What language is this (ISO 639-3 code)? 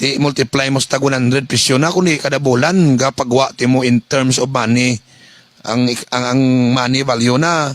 hil